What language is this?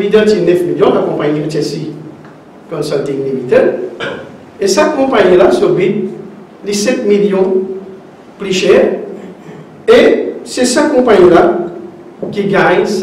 Morisyen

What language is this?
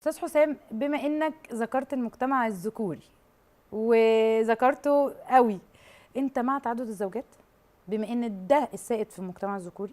Egyptian Arabic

